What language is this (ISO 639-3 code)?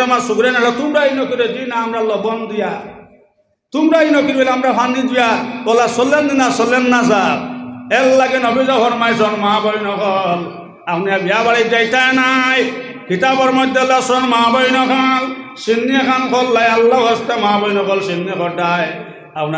syl